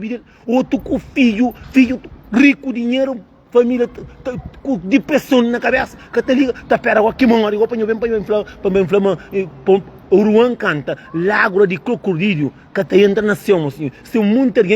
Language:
Kabuverdianu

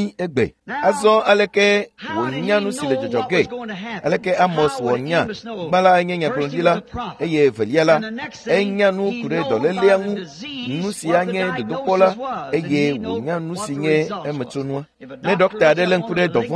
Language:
Ewe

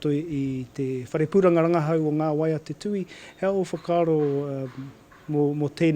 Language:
Māori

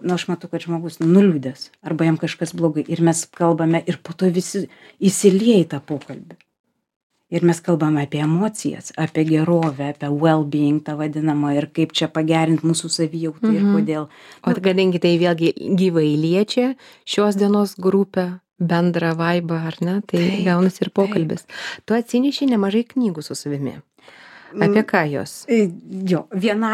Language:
Lithuanian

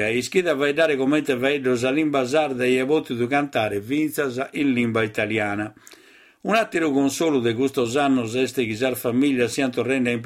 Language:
Sardinian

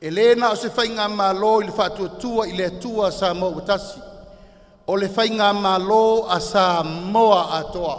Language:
Samoan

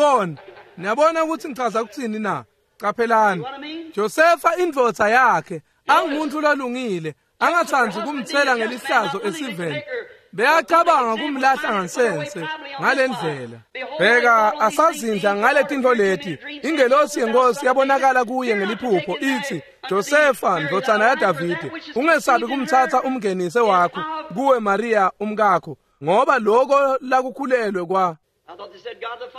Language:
Swati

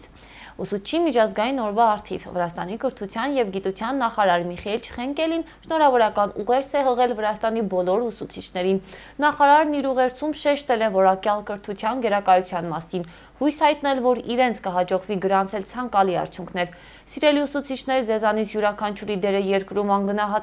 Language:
Armenian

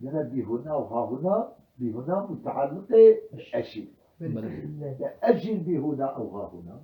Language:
Kurdish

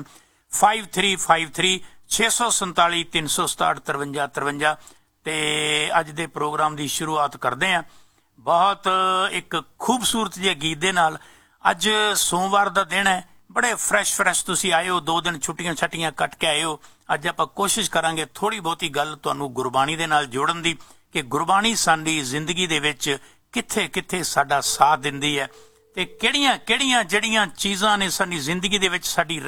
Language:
Punjabi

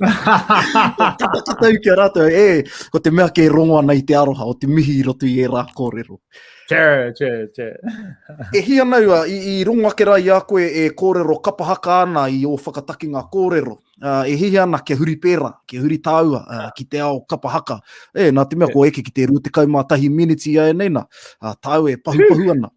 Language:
Māori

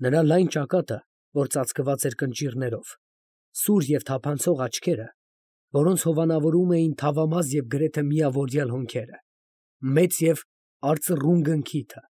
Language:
Armenian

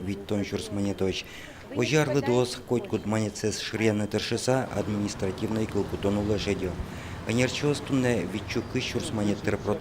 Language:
Udmurt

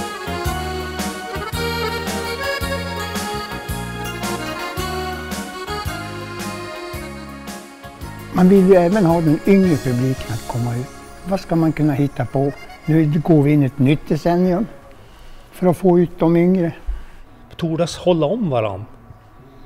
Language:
Swedish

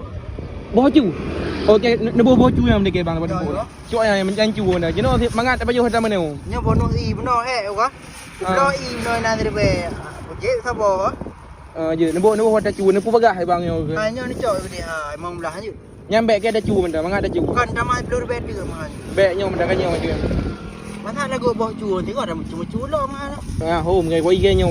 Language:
Achinese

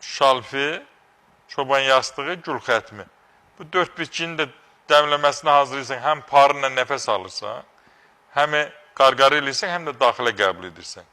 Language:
Azerbaijani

